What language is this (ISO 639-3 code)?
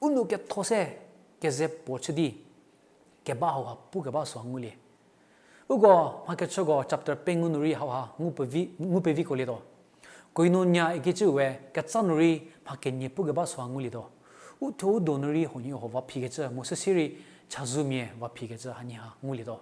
njm